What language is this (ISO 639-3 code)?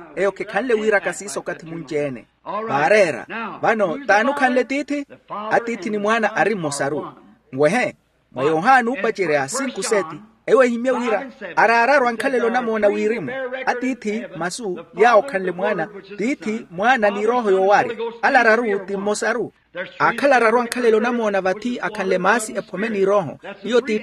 vmw